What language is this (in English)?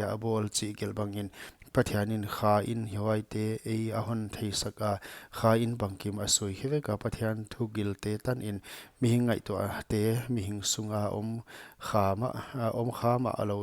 Paite Chin